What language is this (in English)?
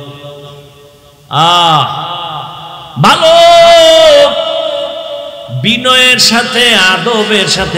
Bangla